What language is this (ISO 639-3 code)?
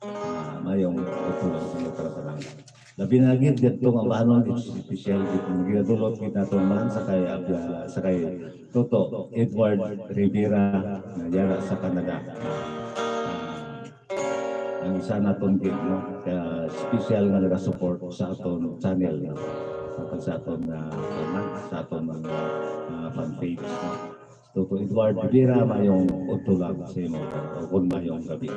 hil